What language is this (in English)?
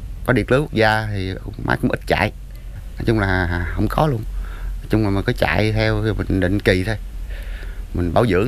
Vietnamese